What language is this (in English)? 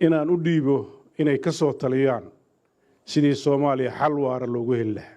Somali